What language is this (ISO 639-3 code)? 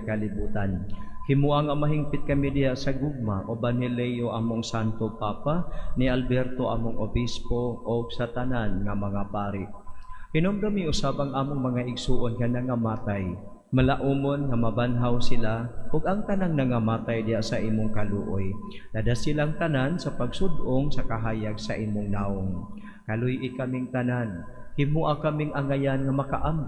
ceb